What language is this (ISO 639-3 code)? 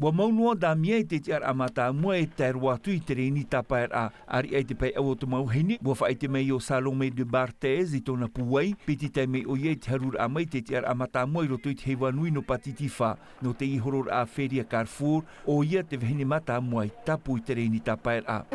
tah